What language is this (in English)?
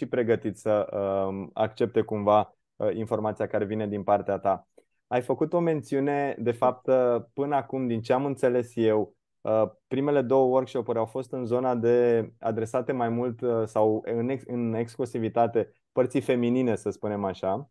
Romanian